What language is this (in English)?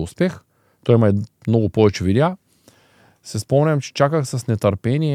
Bulgarian